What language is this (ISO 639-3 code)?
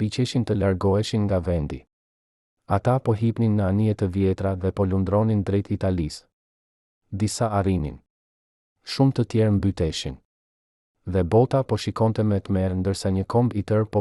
sqi